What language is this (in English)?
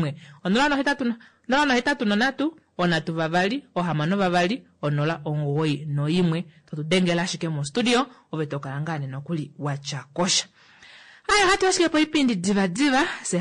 Kuanyama